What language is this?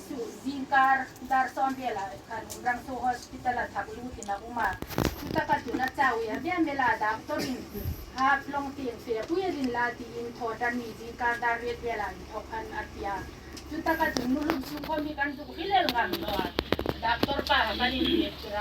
Hmar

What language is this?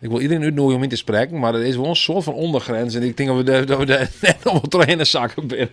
Western Frisian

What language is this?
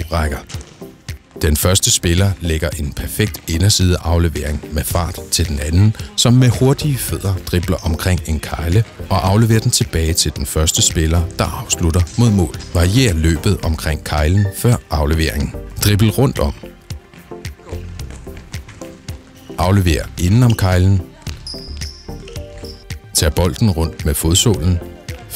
Danish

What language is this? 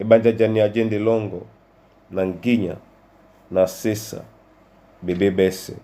Duala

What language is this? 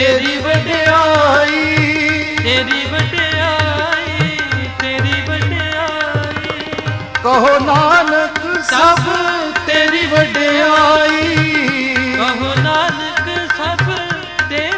Punjabi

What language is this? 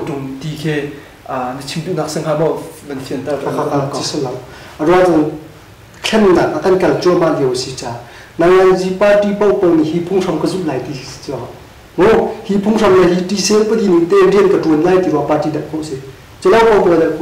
Hakha Chin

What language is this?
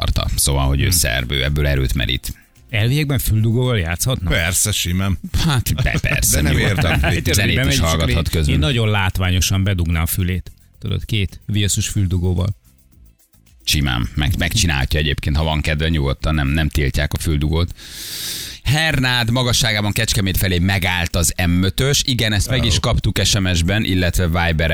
Hungarian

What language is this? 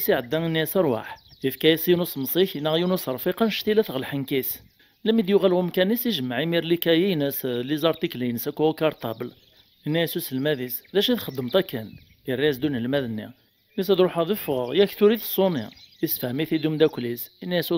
Kabyle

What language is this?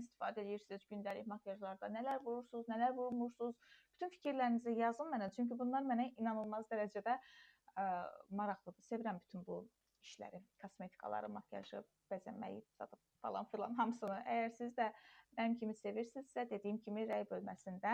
Azerbaijani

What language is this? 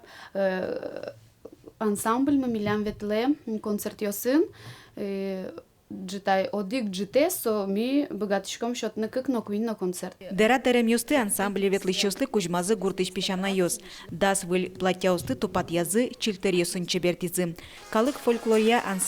Udmurt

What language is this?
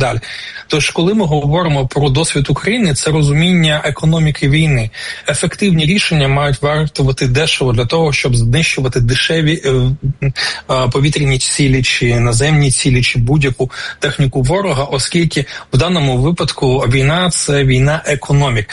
Ukrainian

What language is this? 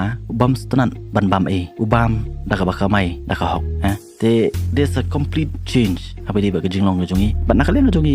Khasi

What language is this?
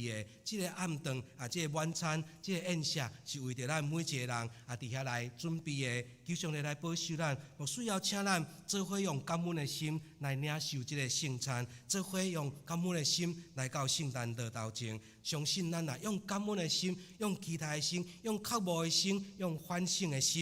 Min Nan Chinese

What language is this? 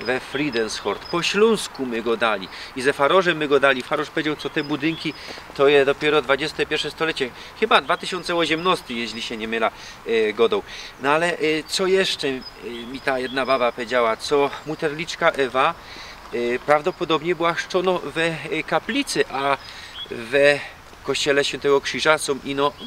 Silesian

